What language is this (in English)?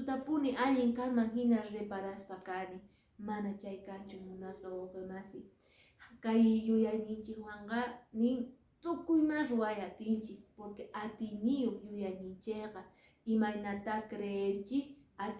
Quechua